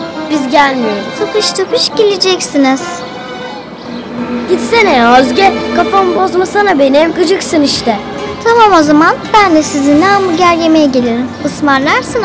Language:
Turkish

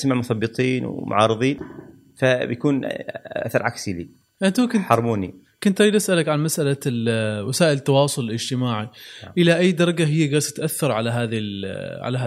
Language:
Gulf Arabic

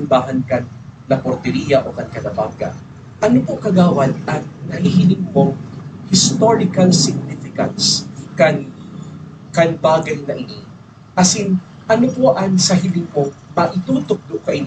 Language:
Bikol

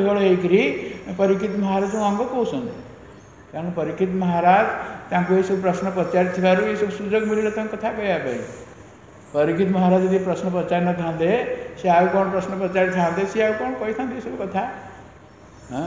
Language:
Odia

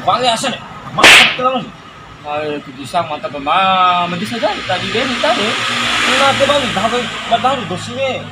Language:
Bima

